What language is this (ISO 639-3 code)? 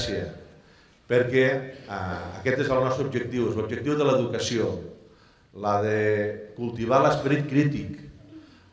cat